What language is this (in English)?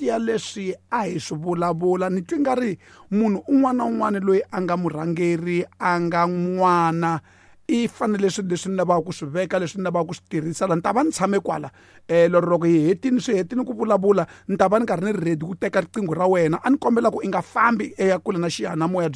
Tsonga